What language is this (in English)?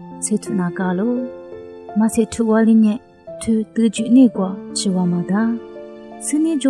Lisu